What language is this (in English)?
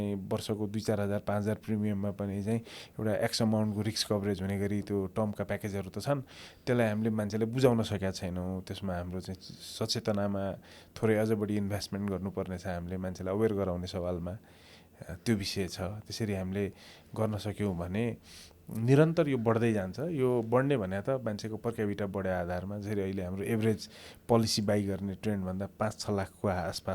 Nepali